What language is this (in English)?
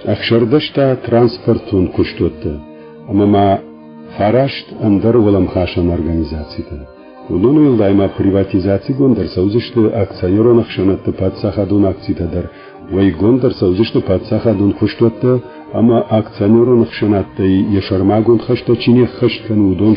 Ossetic